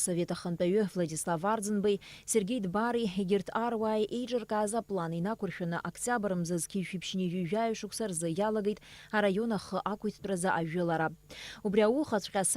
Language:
Abkhazian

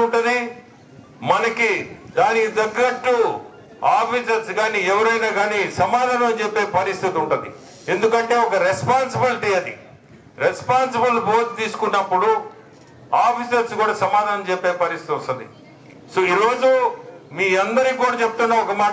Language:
Telugu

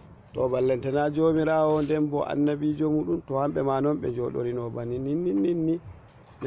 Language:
Fula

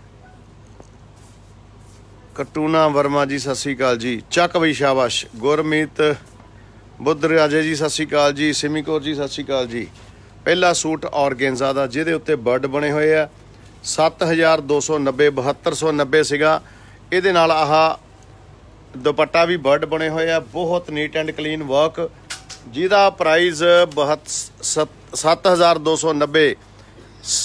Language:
Punjabi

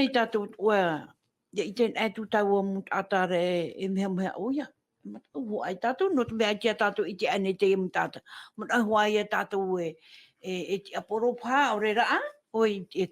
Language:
Tahitian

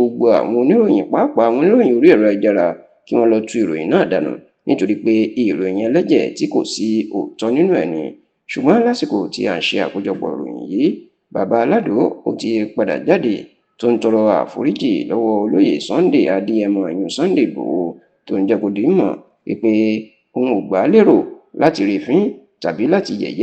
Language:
Yoruba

